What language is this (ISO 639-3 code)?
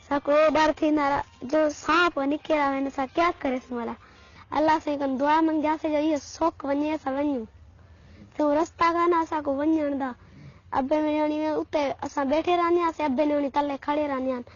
skr